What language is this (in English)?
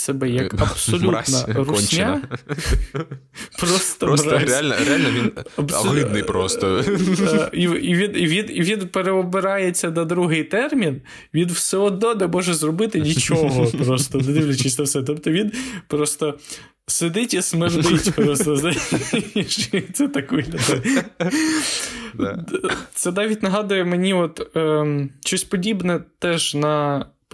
Ukrainian